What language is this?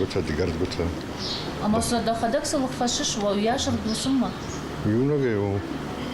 Ossetic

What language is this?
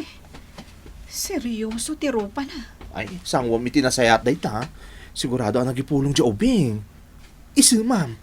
Iloko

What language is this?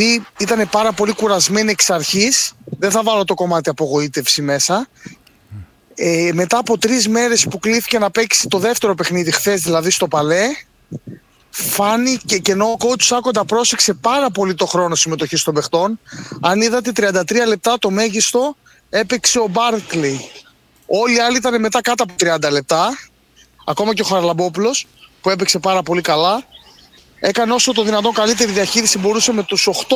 Greek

